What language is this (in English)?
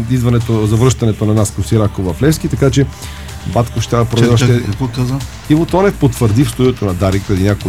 Bulgarian